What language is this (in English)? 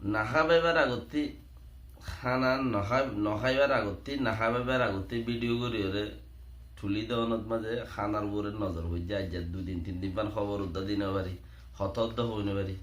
Rohingya